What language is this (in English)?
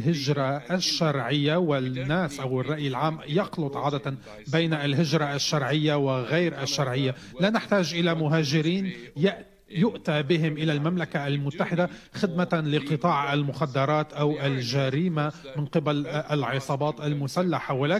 Arabic